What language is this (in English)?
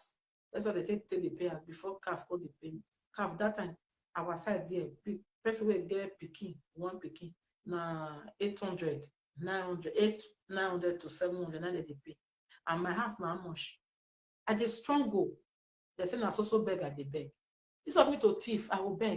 Nigerian Pidgin